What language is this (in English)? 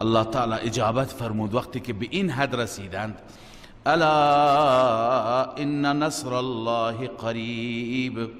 Persian